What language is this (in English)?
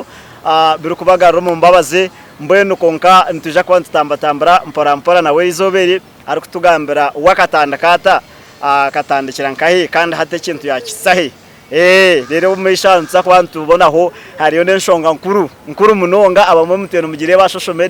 Nyankole